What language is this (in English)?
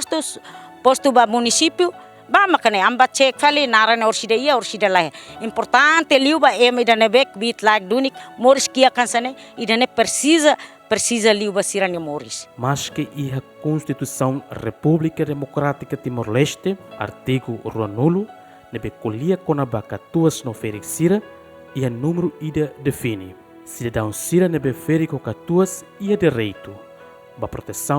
Tetum